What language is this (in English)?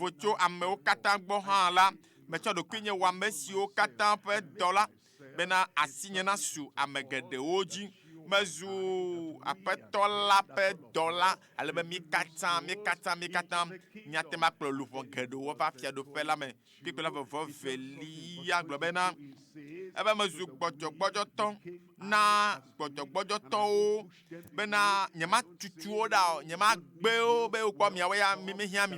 Ewe